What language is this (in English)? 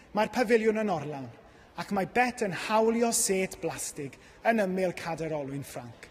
Welsh